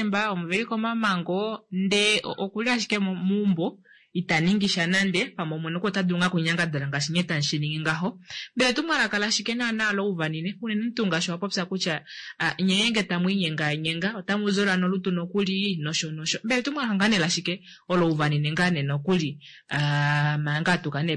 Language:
Kuanyama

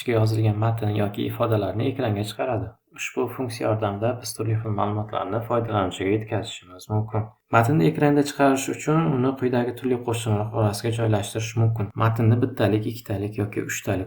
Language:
Uzbek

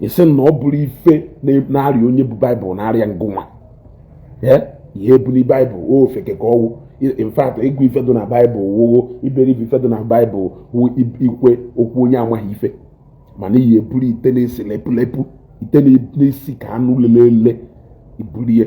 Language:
Igbo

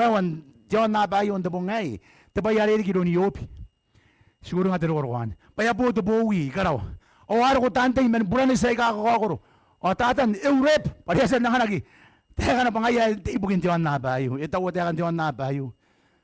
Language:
Gilbertese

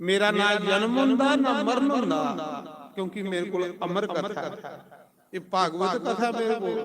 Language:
Dogri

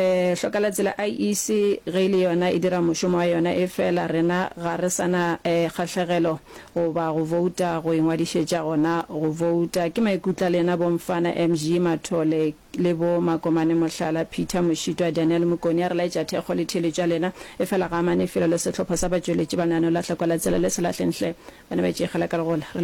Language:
Northern Sotho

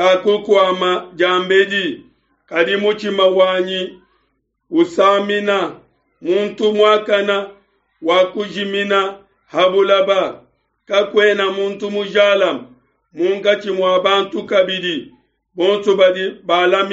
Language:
Luba-Lulua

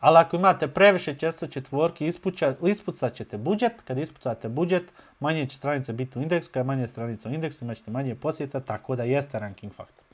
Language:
Bosnian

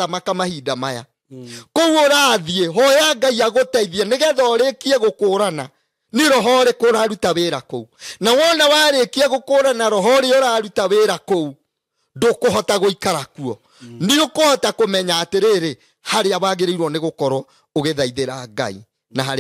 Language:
Kikuyu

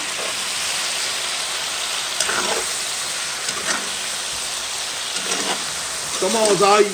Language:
Réunion Creole French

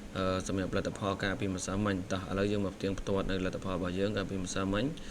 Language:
Khmer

